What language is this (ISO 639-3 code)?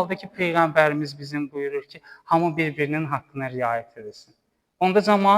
aze